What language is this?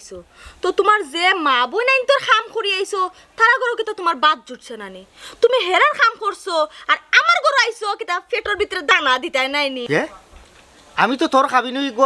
Sylheti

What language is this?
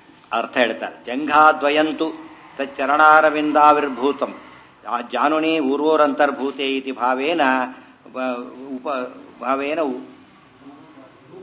Kannada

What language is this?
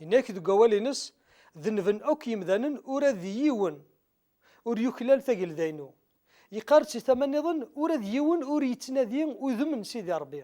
Kabyle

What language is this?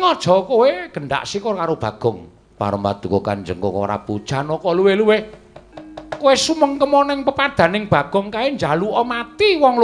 Javanese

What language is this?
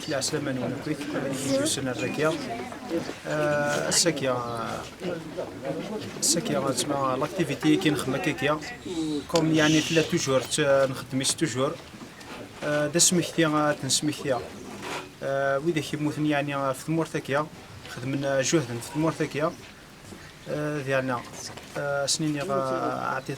Kabyle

